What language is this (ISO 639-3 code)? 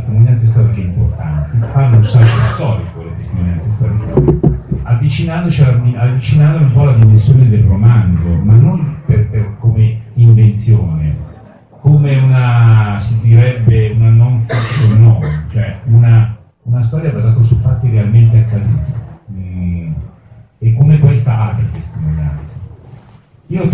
ita